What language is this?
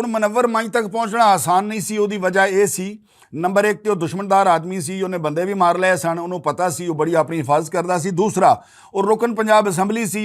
Western Panjabi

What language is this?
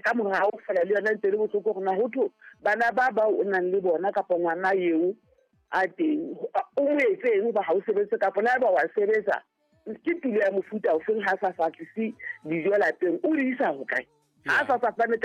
Southern Sotho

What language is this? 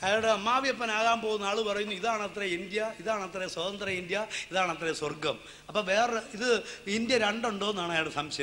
Malayalam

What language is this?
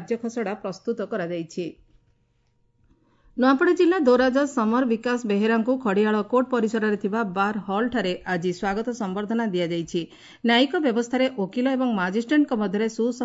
Odia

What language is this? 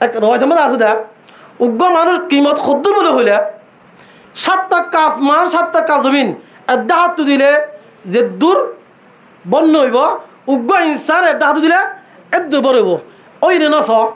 Rohingya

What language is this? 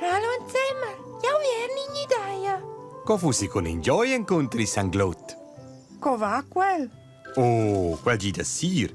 Romansh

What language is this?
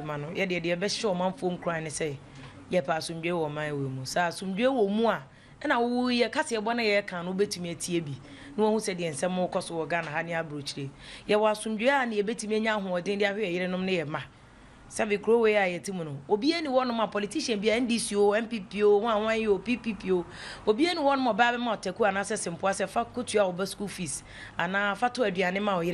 Akan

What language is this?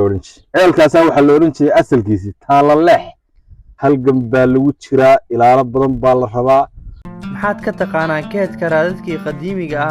Somali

